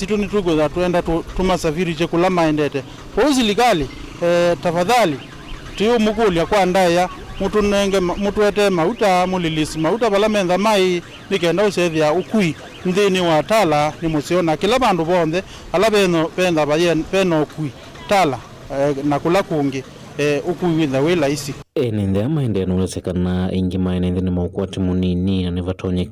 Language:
Kamba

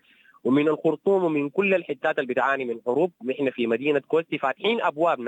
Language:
Sudanese Arabic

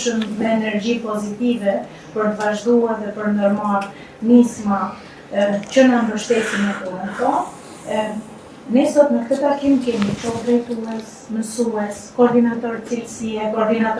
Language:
Albanian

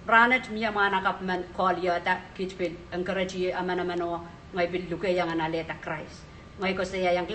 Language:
Pohnpeian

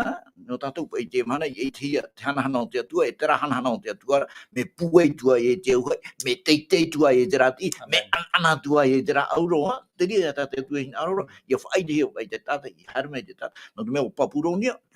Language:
Tahitian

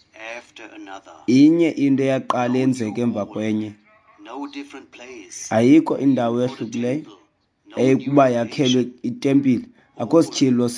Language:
Xhosa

